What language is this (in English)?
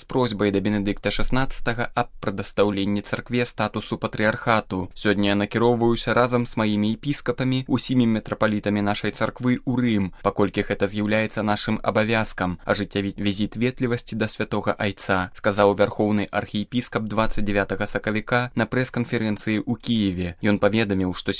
Belarusian